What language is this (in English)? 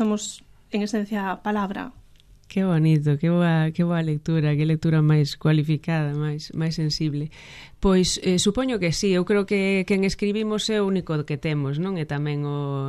Galician